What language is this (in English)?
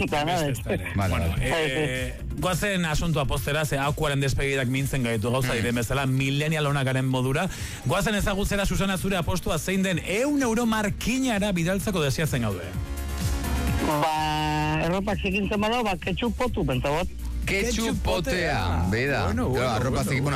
Basque